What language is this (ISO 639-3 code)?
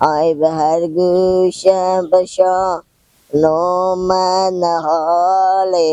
fas